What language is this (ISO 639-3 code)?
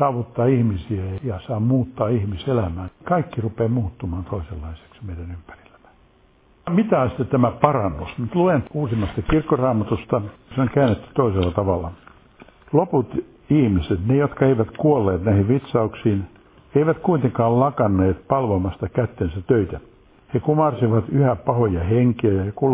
fin